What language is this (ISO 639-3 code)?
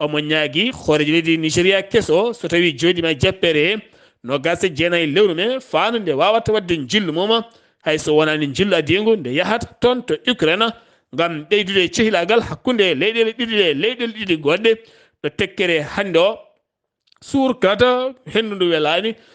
ful